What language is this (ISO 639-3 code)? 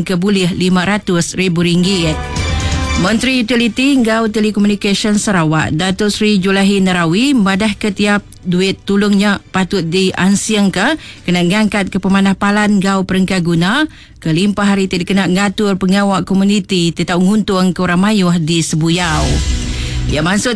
iba